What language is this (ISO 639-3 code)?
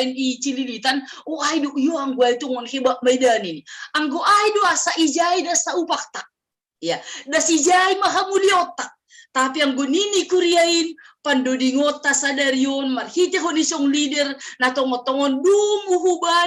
bts